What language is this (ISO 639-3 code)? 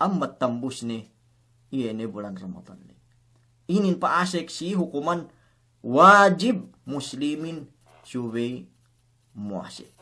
yka